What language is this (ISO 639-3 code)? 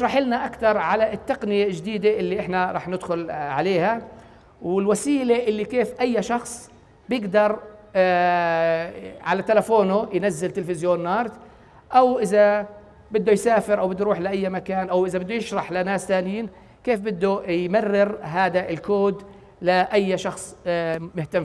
apc